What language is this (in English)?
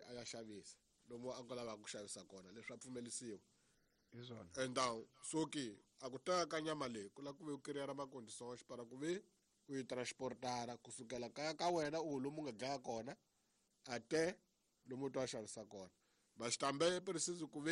Tsonga